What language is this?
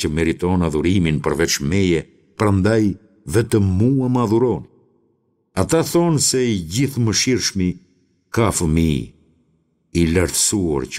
Albanian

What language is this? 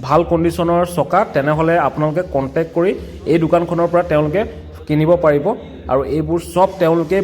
Assamese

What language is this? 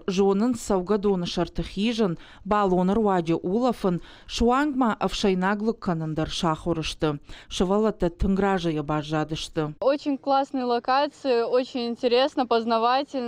Ossetic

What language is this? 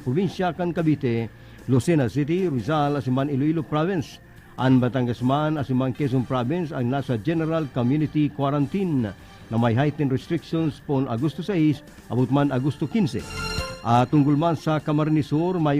Bikol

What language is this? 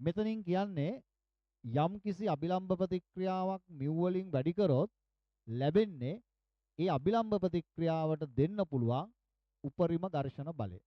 Sinhala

